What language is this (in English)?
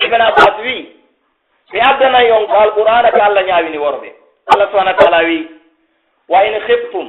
Pular